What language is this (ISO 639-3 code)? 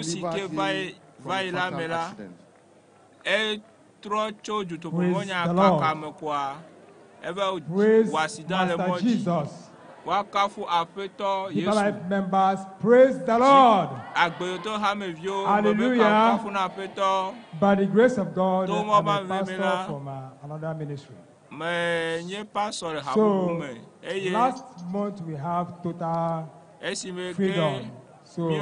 ewe